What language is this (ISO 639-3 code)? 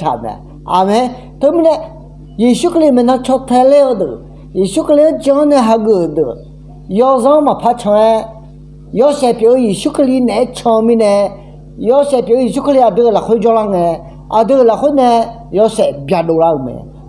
ahk